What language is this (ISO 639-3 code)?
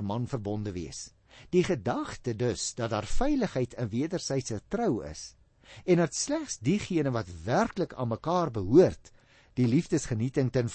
afr